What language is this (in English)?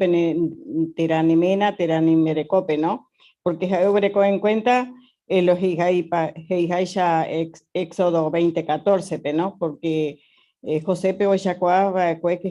Guarani